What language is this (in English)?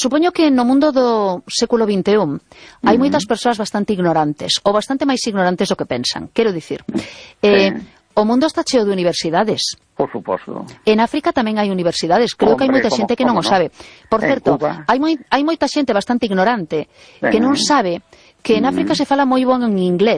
Galician